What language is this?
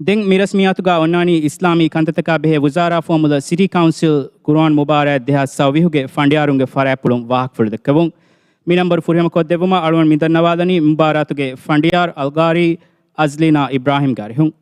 Divehi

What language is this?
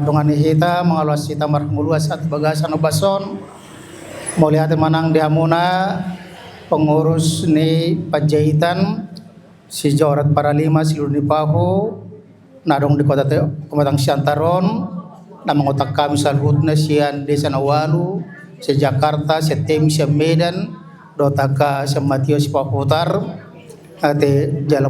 Batak Toba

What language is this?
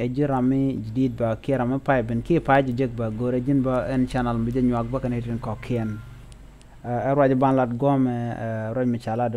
Nuer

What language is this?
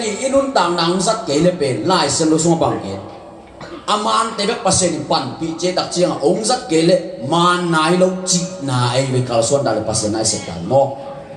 Tedim Chin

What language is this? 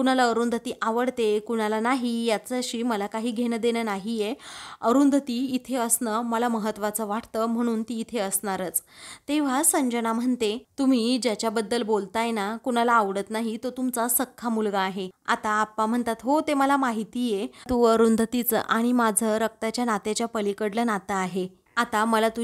Marathi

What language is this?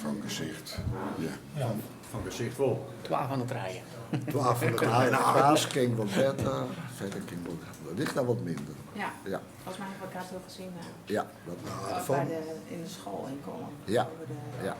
Western Frisian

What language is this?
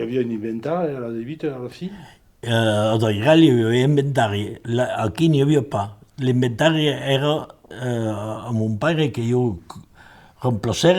Occitan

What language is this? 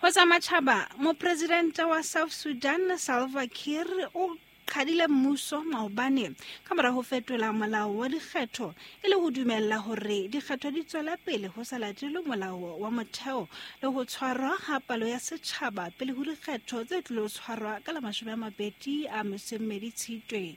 Southern Sotho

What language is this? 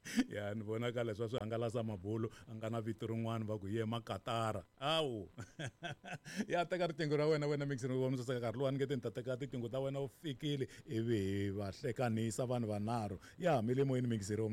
Tsonga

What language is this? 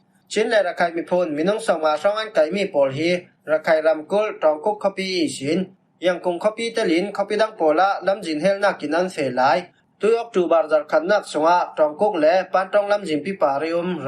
Falam Chin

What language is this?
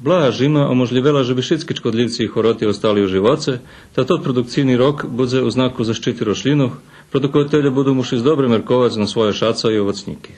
Rusyn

